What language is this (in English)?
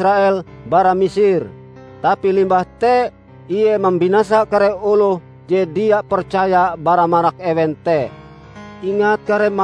Ngaju